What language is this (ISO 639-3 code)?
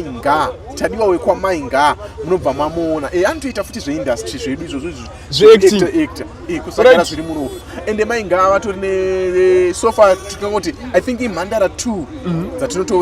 sna